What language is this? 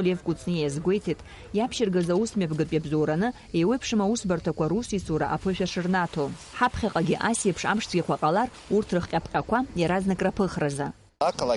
Abkhazian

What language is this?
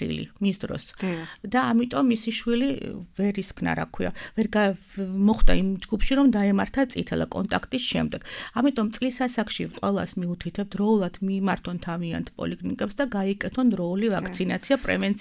Georgian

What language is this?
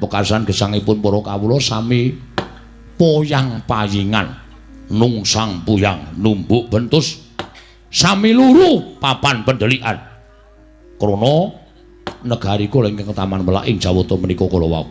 Javanese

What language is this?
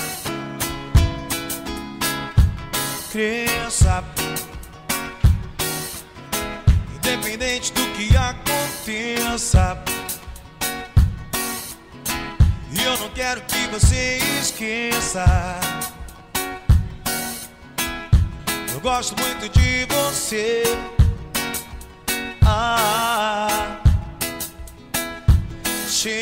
Portuguese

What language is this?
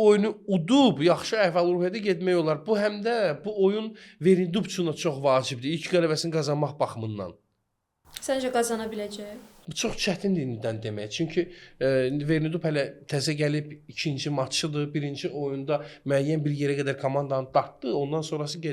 Azerbaijani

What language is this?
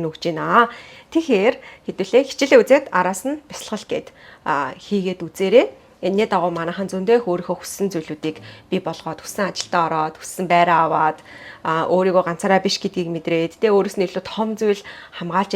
Mongolian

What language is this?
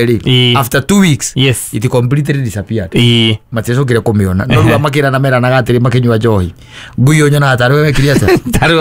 Kikuyu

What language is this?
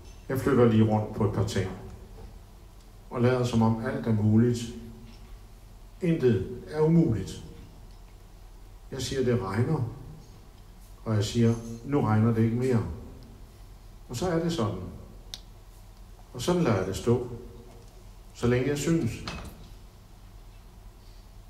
Danish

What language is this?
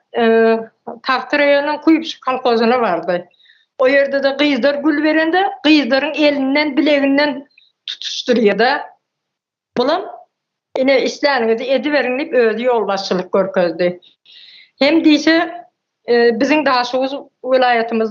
Turkmen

